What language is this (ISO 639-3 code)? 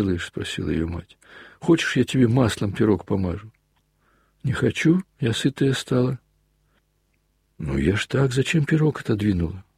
rus